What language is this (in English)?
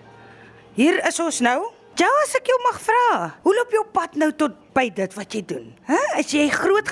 Afrikaans